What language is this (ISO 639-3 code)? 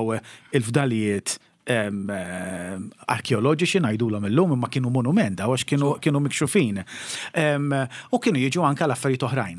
mlt